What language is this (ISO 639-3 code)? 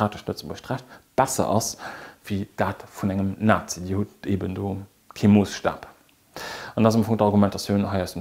ltz